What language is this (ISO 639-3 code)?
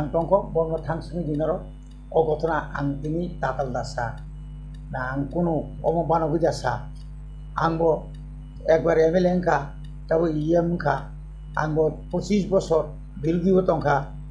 trp